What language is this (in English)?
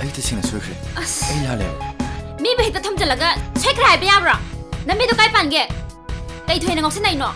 Manipuri